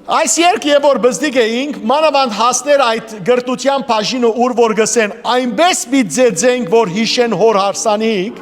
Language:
Western Armenian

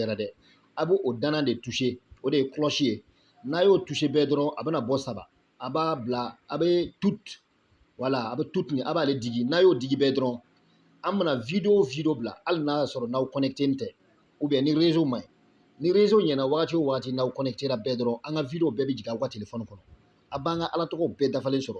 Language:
Bambara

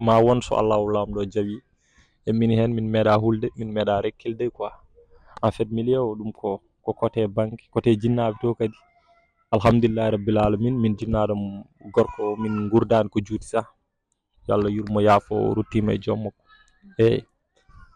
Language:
Fula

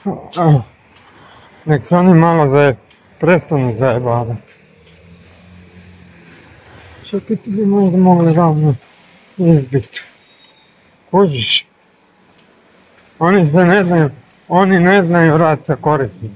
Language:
Croatian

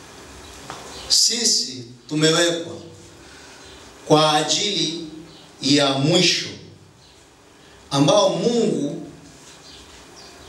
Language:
Swahili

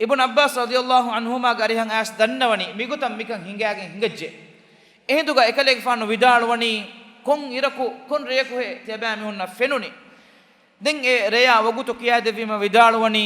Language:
Divehi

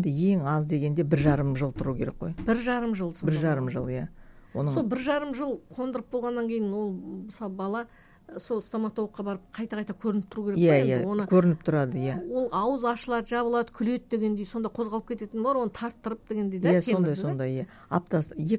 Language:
Kazakh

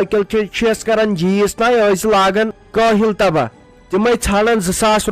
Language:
Kashmiri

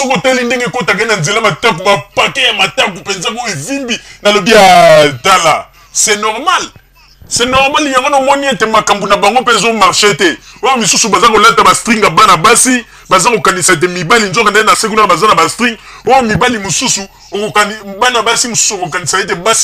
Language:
Lingala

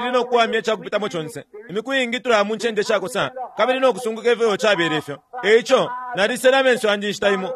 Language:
Bemba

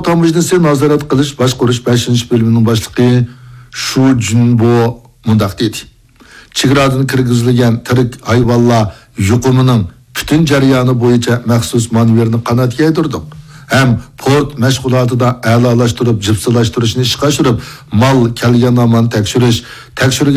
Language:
Uyghur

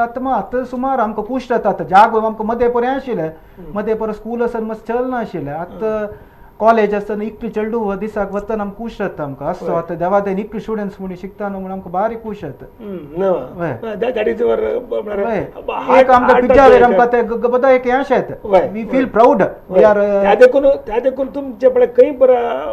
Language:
Konkani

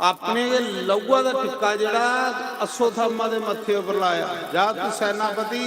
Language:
Dogri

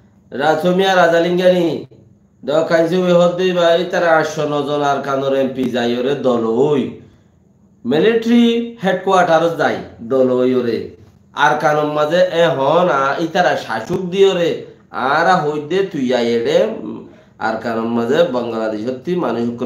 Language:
Rohingya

